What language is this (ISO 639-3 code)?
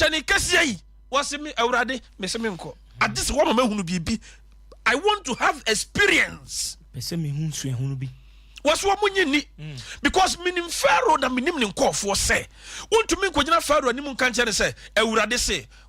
aka